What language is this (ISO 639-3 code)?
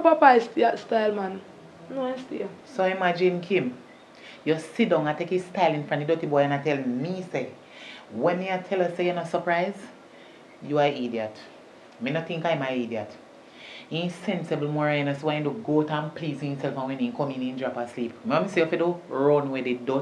jam